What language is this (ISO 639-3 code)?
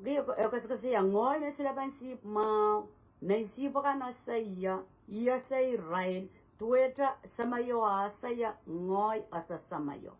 pon